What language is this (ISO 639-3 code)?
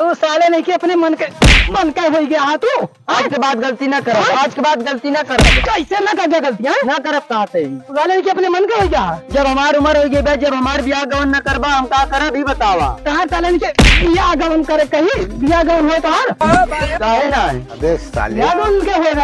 awa